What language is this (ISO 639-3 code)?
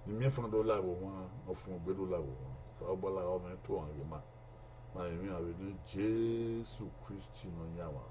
bin